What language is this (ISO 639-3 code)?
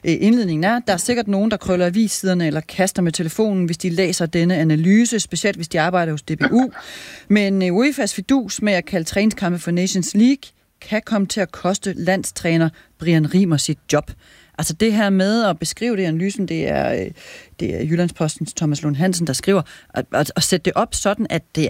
dan